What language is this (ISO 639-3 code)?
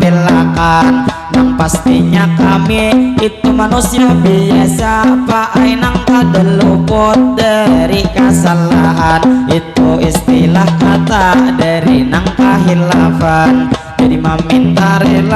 bjn